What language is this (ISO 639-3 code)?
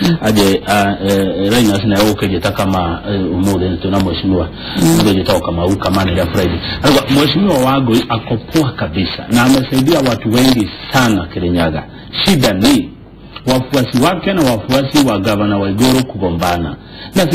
kik